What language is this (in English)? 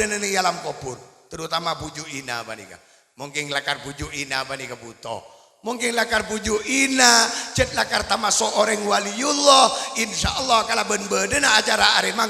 Madurese